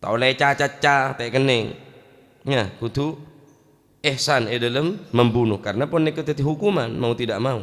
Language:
Madurese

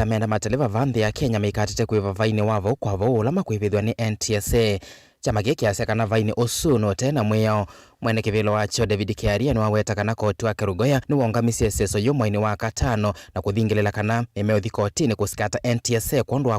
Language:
Kamba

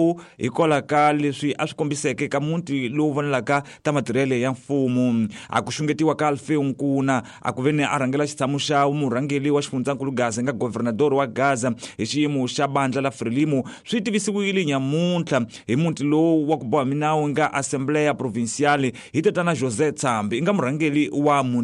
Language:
Tsonga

